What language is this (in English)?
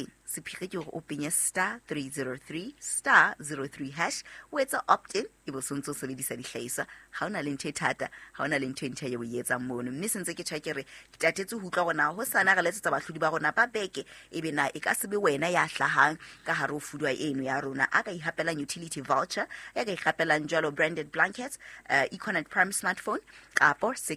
Southern Sotho